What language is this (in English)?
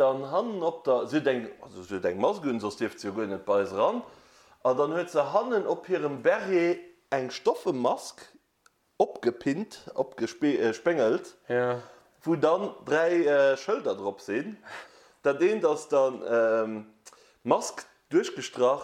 Luxembourgish